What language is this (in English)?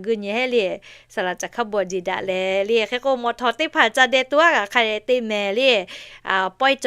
Lahu